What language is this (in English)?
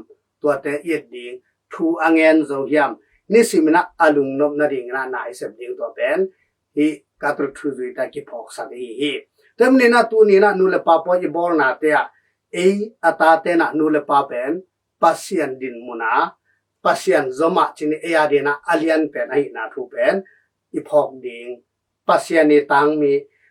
Tedim Chin